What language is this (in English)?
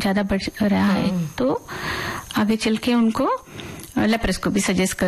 Hindi